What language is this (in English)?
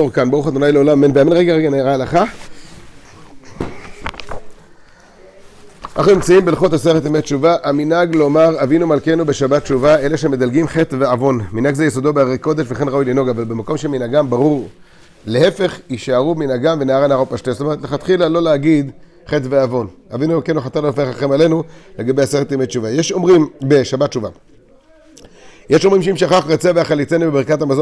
Hebrew